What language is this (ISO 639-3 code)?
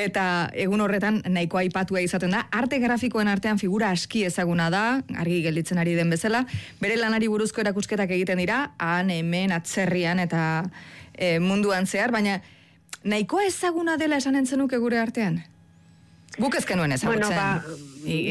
eus